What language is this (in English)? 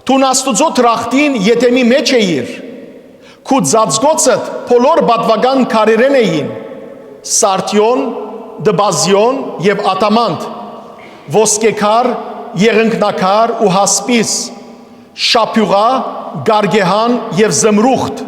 Western Armenian